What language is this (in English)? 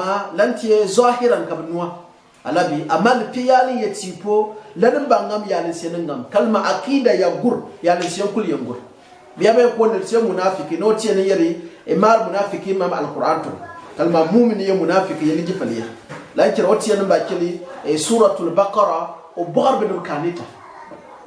Gourmanchéma